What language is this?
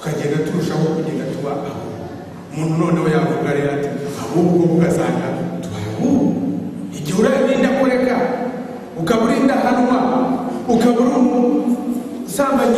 Kinyarwanda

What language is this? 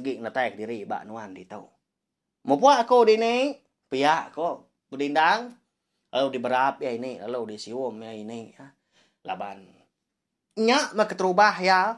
Iban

